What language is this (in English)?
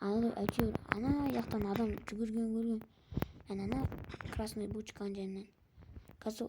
Kazakh